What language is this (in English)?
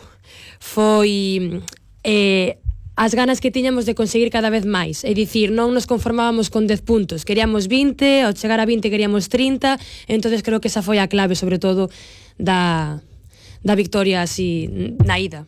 Galician